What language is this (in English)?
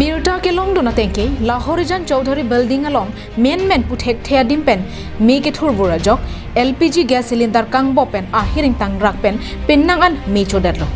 Karbi